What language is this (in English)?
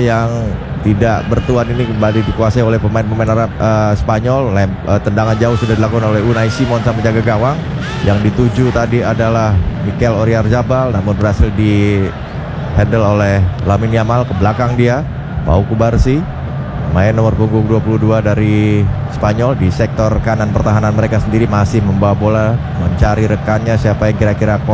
Indonesian